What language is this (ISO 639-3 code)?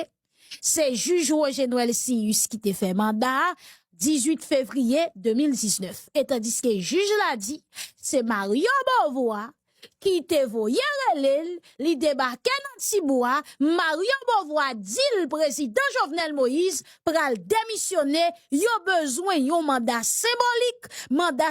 hat